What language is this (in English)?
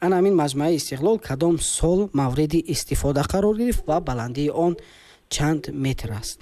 Tajik